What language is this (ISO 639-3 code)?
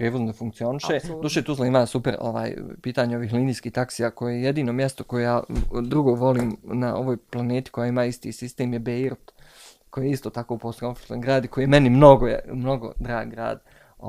bos